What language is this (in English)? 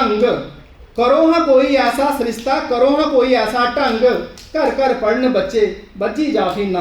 Dogri